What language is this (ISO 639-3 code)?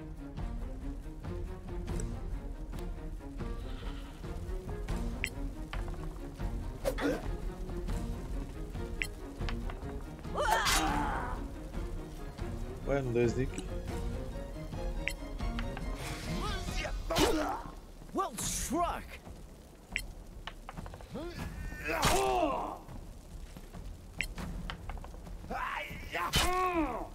por